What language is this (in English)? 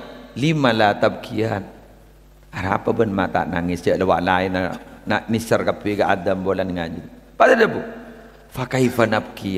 Madurese